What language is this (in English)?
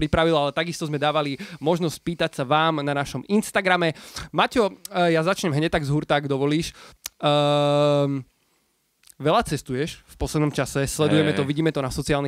Slovak